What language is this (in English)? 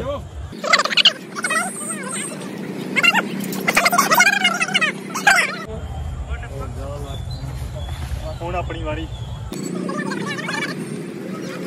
Punjabi